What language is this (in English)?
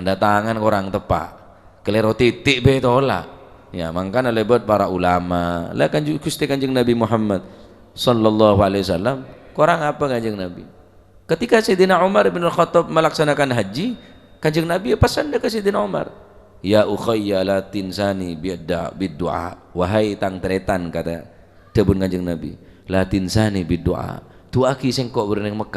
Madurese